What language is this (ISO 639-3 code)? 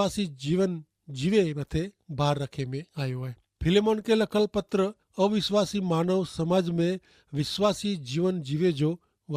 kfr